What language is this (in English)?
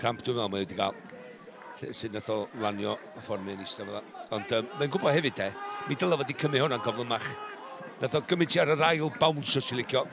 Welsh